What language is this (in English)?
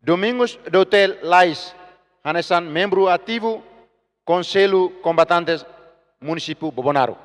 Tetum